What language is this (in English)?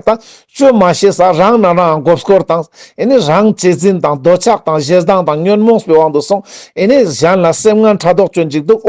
Ladakhi